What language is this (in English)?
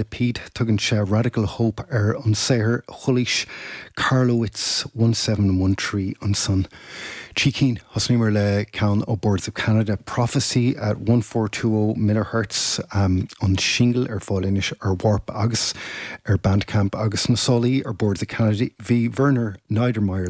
Irish